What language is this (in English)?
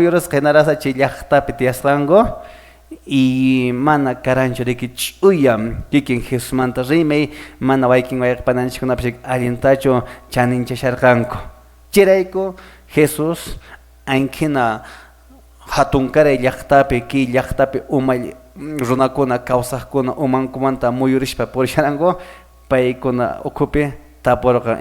Quechua